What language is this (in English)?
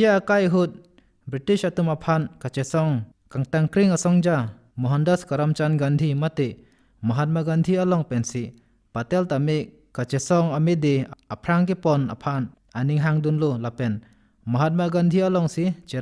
Karbi